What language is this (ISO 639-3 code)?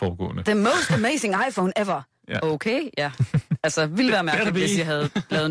dan